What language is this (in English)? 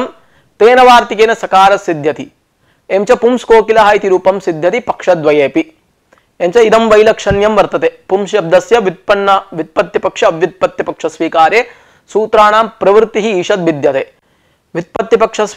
Sanskrit